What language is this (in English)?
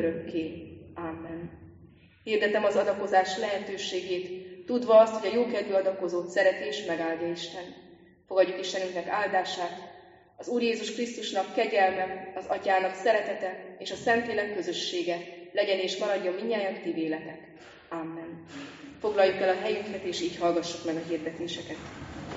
Hungarian